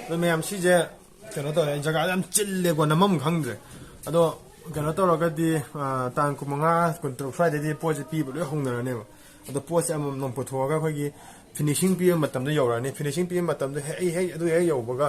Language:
Manipuri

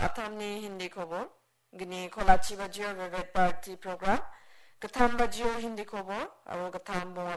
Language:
Garo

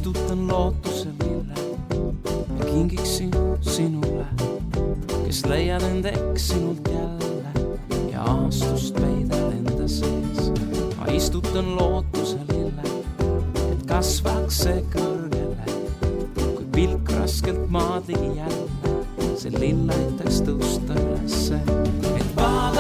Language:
Estonian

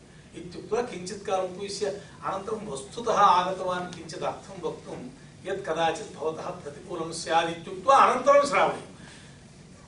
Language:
Sanskrit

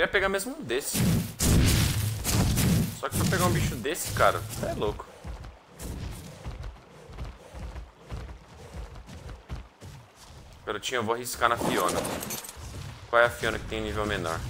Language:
Portuguese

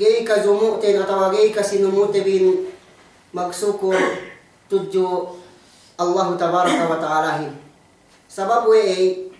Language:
Yakan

